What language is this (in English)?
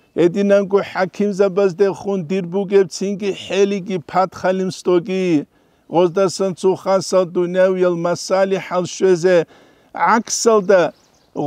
Avaric